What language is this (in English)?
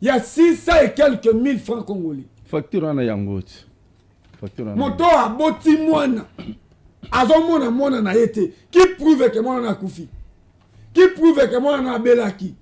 Lingala